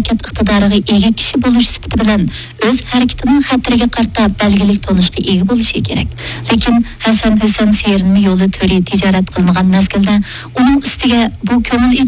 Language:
Uyghur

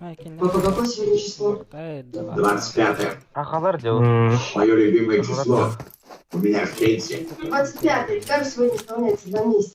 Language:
Yakut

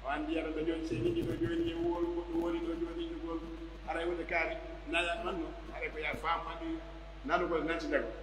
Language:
Pular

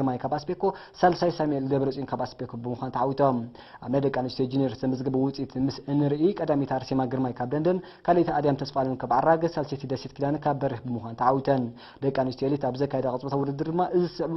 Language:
Tigrinya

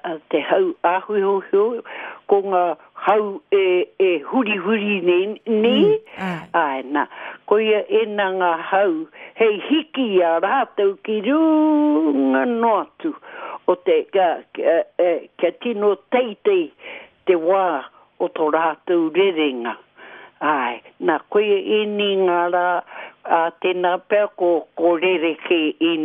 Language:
Māori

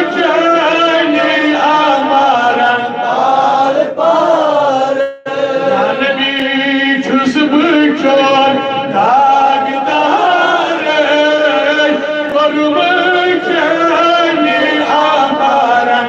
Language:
Kashmiri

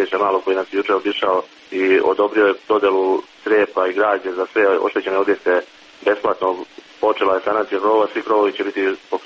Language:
Serbian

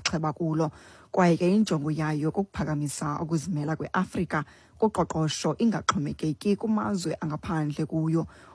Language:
Xhosa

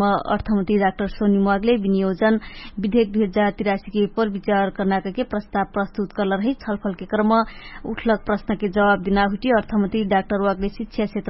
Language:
Dangaura Tharu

